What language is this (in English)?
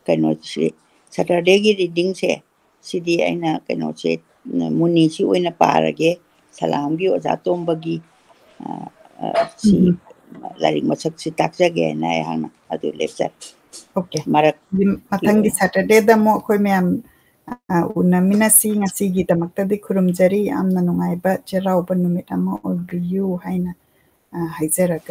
Manipuri